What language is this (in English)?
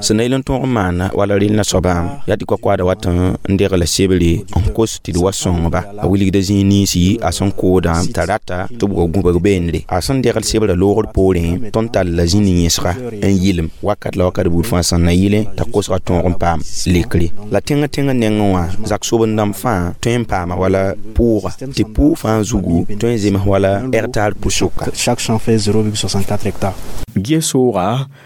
Mossi